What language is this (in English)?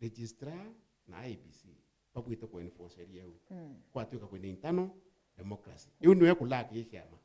Meru